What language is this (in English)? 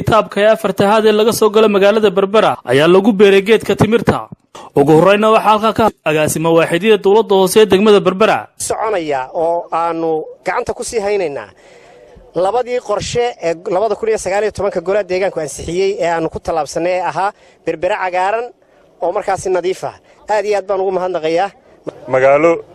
Somali